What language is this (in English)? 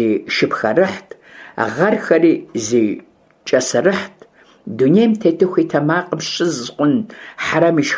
Kabardian